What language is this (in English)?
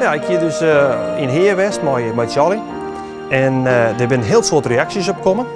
Western Frisian